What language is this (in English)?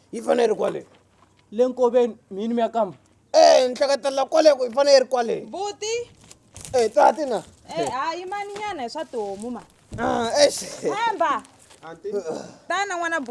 Tsonga